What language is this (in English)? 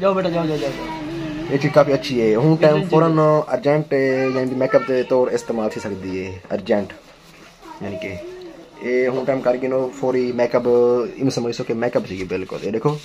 Saraiki